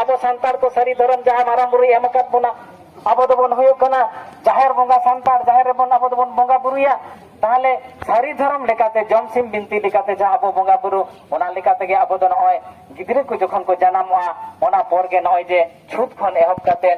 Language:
Santali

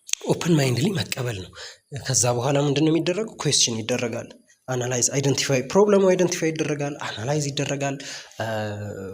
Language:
Amharic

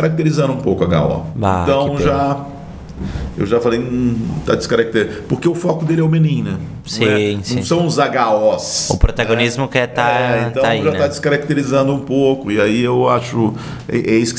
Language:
Portuguese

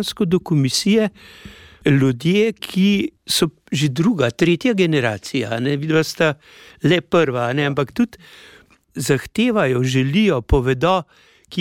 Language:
Slovenian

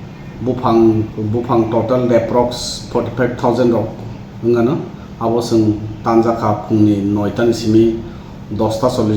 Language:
Kok Borok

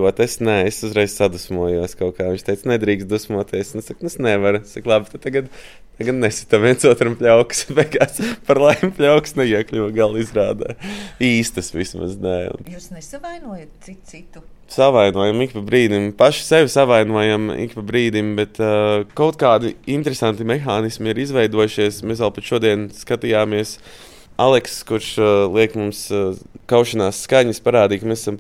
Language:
Latvian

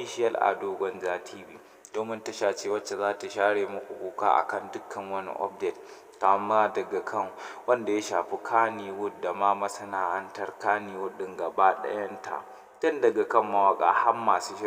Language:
Hausa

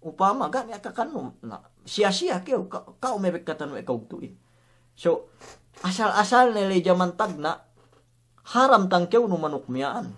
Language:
Yakan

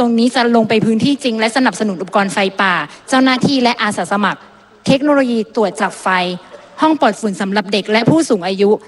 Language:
Thai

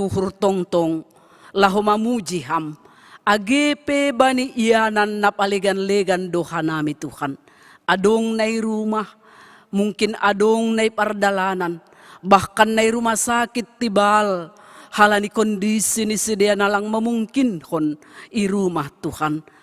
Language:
Batak Simalungun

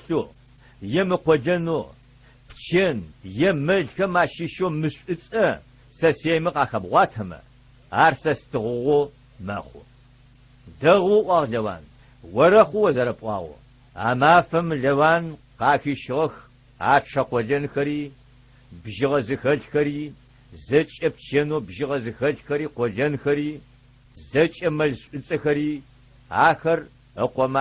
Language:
Adyghe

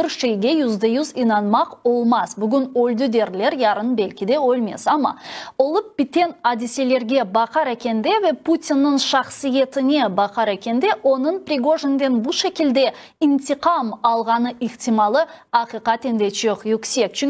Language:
Crimean Tatar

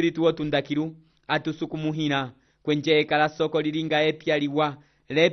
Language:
Umbundu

